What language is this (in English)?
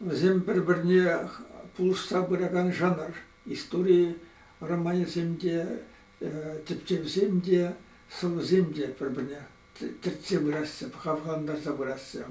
Chuvash